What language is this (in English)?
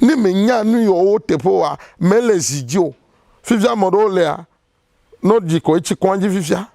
Ewe